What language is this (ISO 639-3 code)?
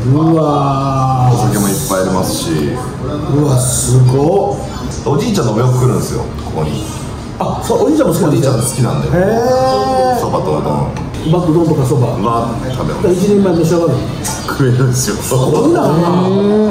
jpn